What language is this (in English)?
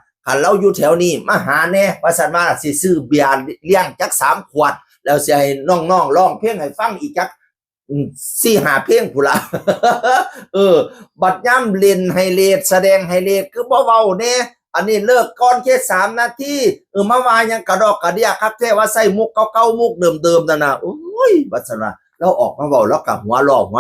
Northeastern Thai